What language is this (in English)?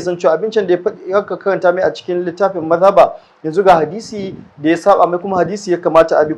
Hausa